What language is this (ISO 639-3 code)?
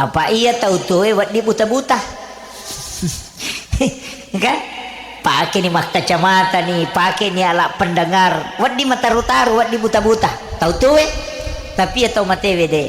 bug